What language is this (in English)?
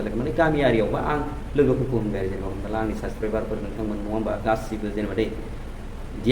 Bodo